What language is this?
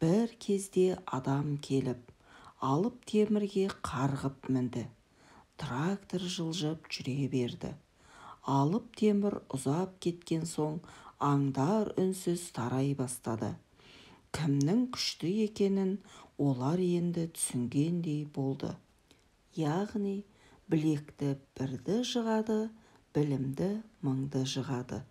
Kazakh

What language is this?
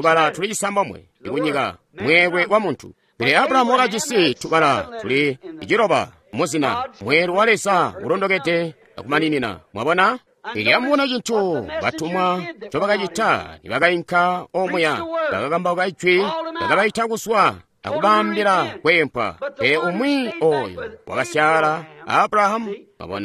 Tonga (Zambia)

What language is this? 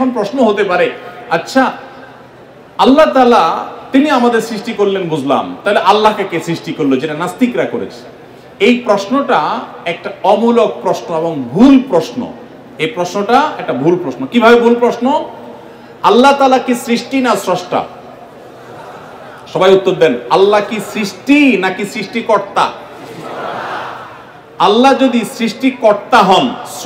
Bangla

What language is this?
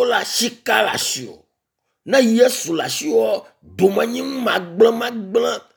Ewe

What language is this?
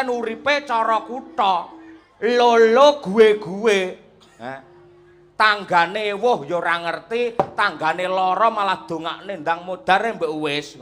Javanese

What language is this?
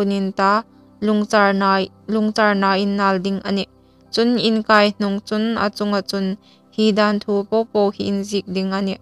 Hmar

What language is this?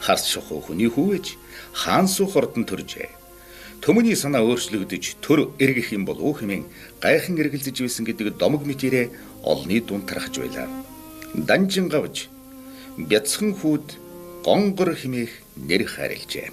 Mongolian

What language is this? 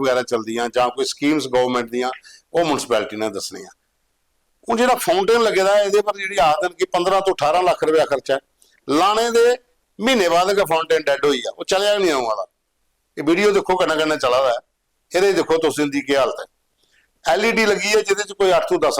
Dogri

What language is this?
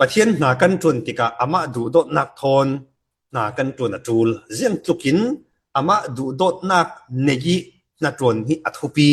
Falam Chin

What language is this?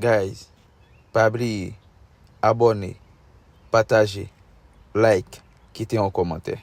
Haitian Creole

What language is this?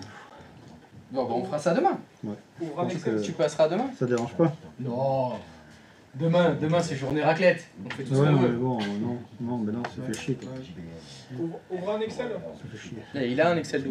French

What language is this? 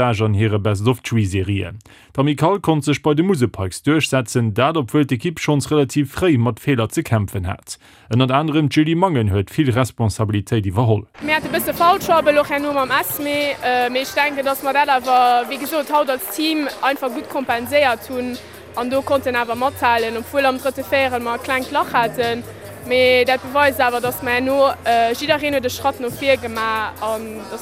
Luxembourgish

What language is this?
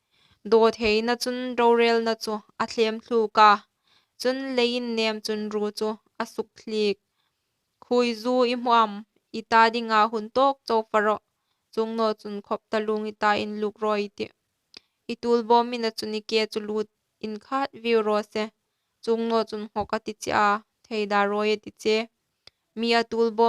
Hmar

